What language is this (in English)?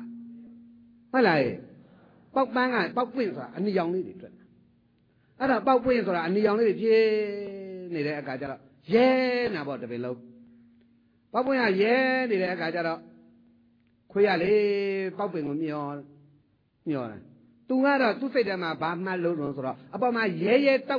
Burmese